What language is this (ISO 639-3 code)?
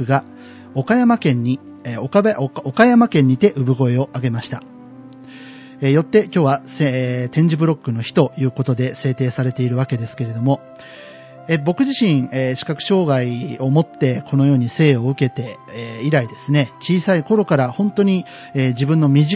jpn